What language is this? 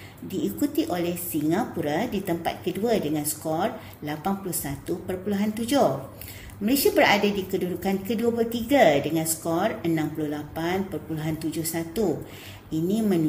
Malay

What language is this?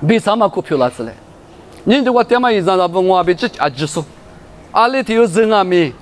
Lisu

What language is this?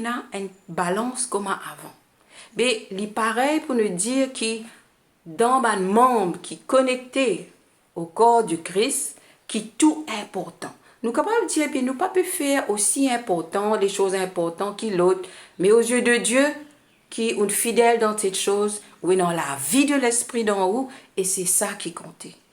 Morisyen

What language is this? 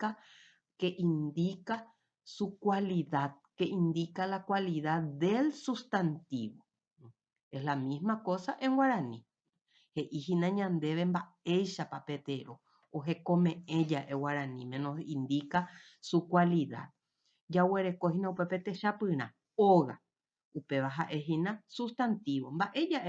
Guarani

